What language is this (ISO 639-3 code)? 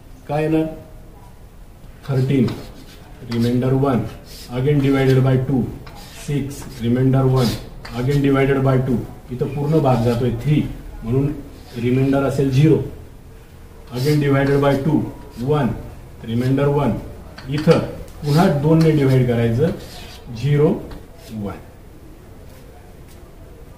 mar